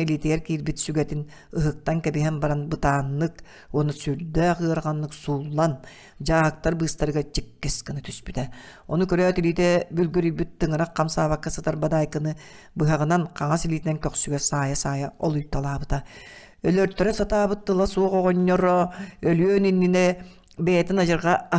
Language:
Yakut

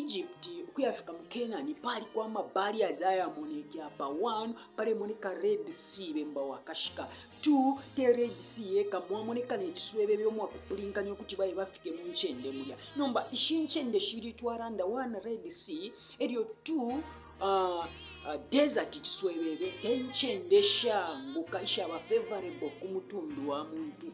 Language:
Bemba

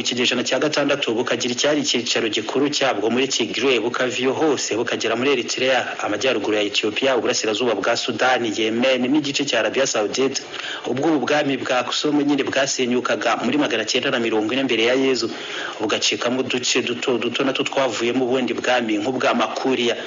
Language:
Kinyarwanda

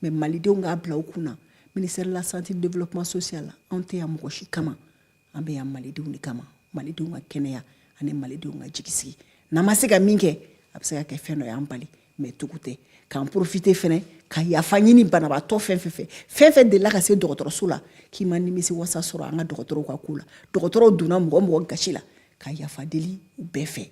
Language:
Bambara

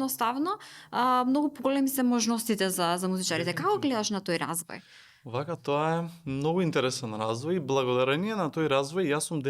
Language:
Macedonian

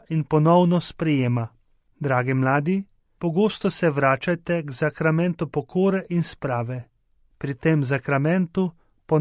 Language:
Slovenian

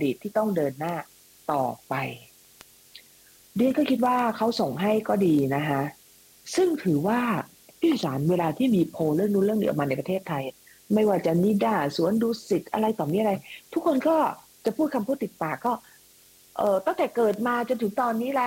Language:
Thai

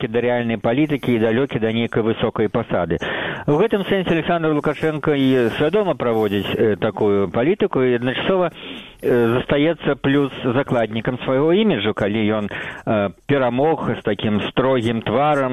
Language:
Belarusian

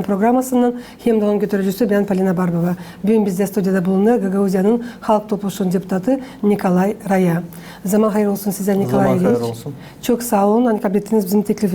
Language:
Gagauz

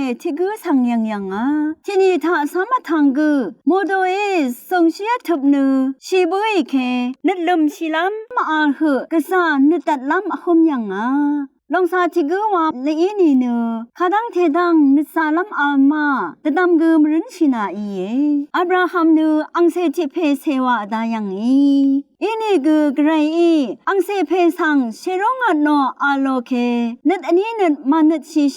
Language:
Rawang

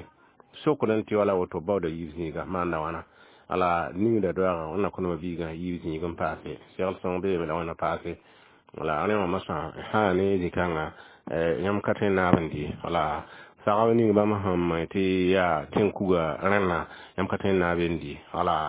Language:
Mossi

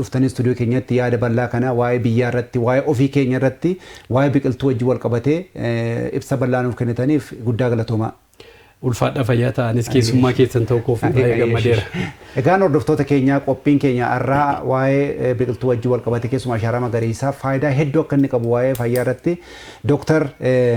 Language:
Oromo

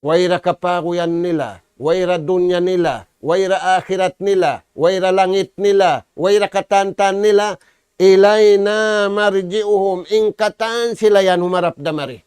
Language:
Tausug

